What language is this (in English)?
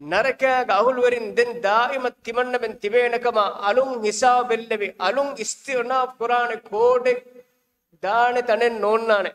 Divehi